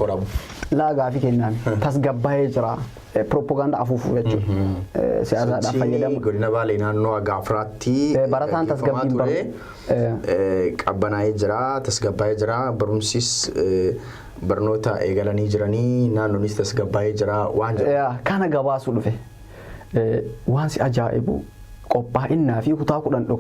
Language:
Oromo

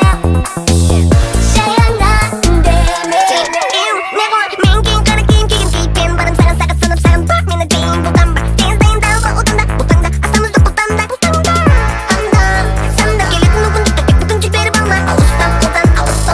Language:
Kazakh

